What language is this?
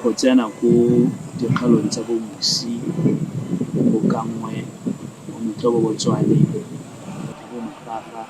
Tswana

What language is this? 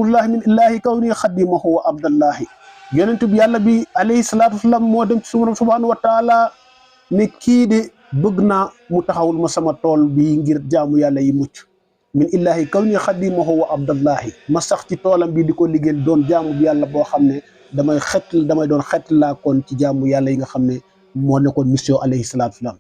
Wolof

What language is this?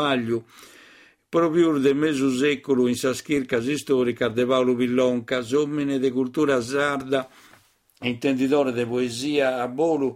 Sardinian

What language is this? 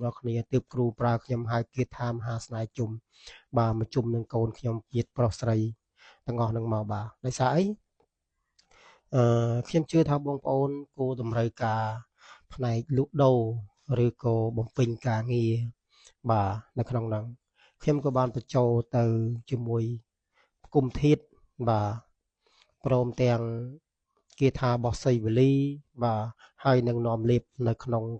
Khmer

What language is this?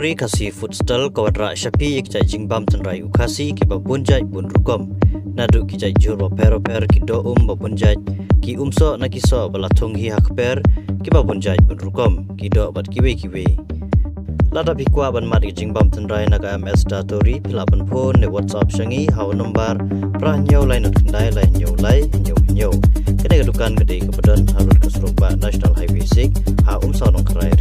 Khasi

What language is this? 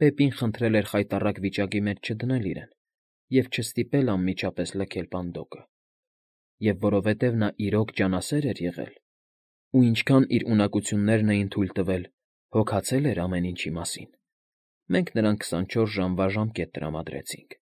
Armenian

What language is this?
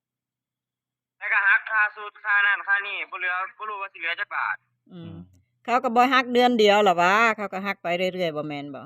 Northeastern Thai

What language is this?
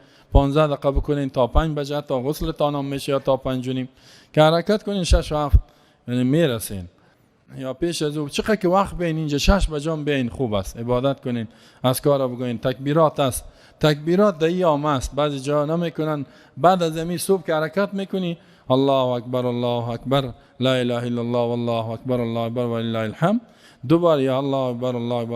Persian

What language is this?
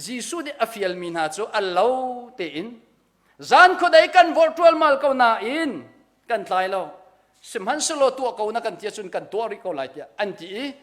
Hakha Chin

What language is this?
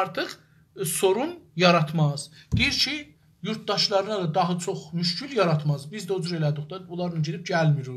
South Azerbaijani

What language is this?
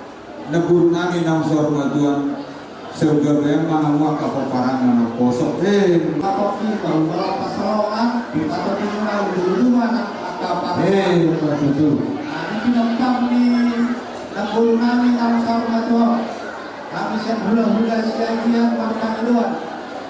Batak Toba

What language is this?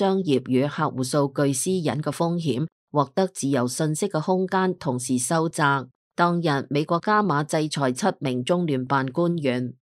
Cantonese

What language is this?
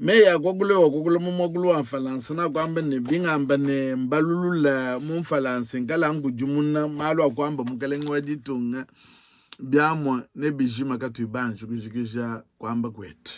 Luba-Lulua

